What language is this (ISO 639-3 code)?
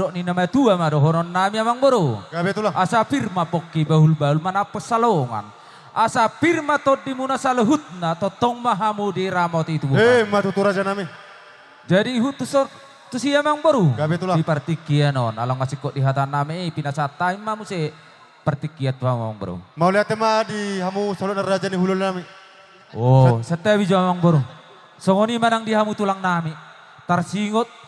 bbc